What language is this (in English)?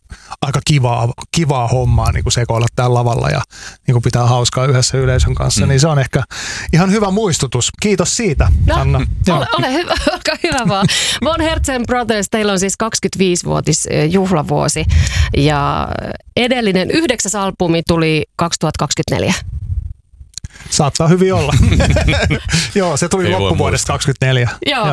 Finnish